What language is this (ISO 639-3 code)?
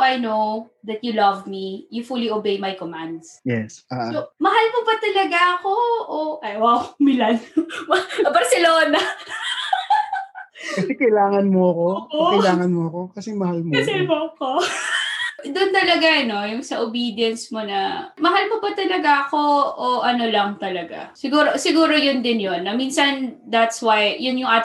fil